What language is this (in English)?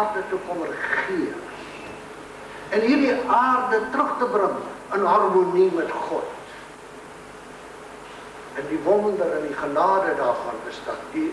Afrikaans